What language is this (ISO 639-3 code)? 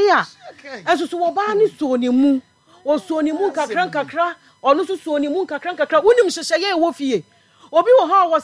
aka